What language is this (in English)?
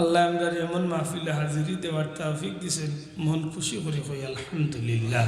Sylheti